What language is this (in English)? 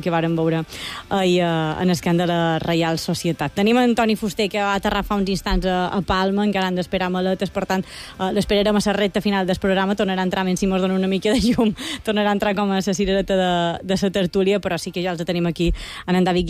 Catalan